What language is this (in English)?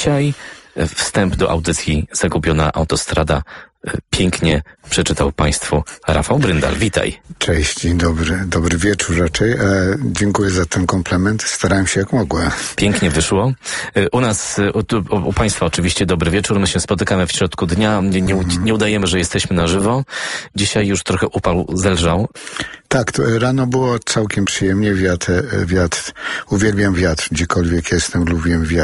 Polish